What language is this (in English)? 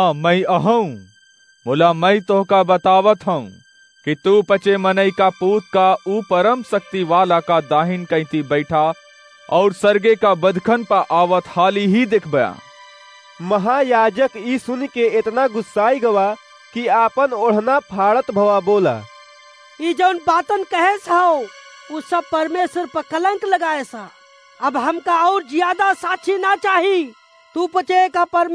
Awadhi